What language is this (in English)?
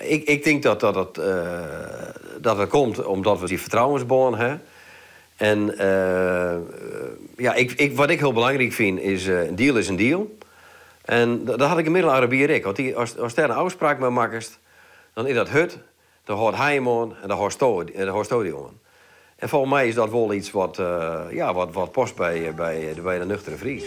Western Frisian